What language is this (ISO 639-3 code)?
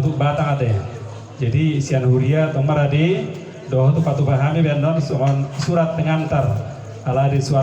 bbc